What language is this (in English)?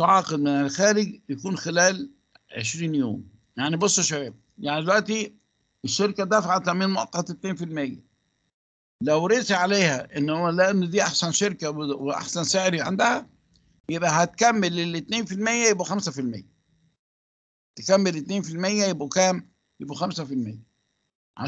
Egyptian Arabic